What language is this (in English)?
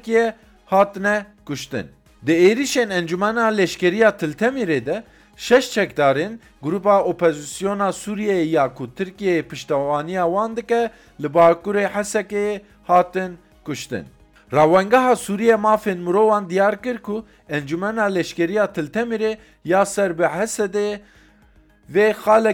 Kurdish